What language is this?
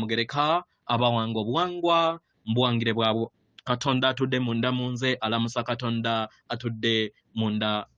Ganda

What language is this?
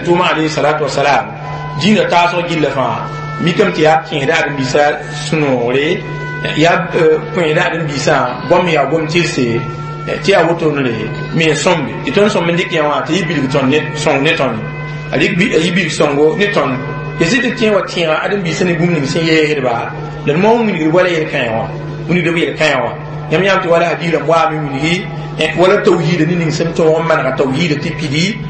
Mossi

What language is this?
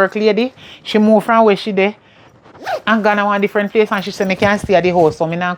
Jamaican Creole English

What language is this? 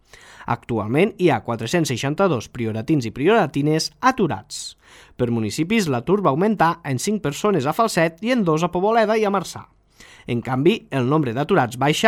Catalan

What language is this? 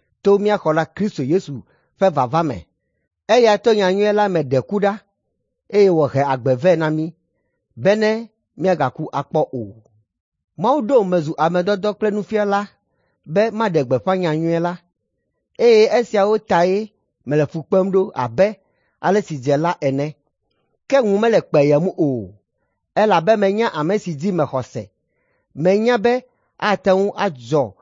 Ewe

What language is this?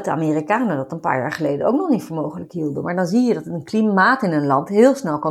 Dutch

